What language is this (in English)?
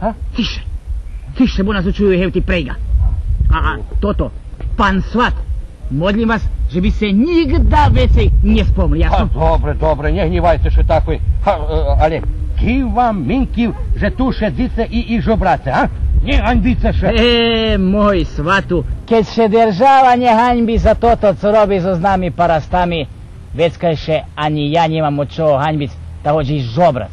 Rusyn